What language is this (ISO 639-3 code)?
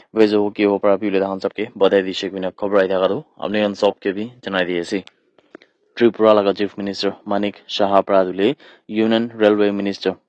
nag